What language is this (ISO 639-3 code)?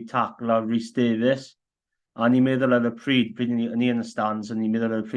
cym